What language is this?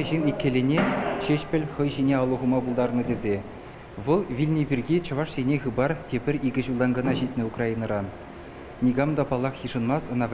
Chuvash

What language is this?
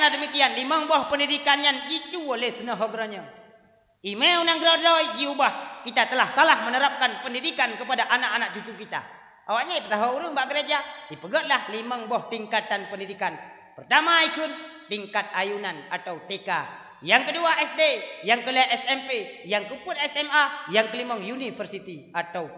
Achinese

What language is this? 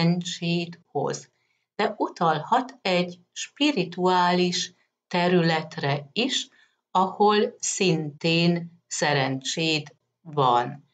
Hungarian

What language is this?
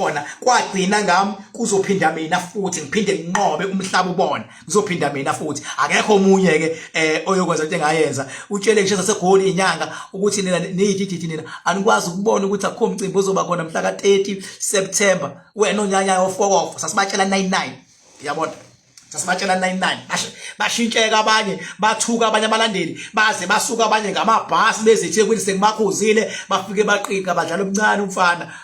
Zulu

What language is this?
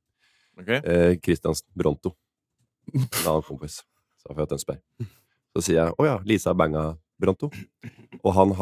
Norwegian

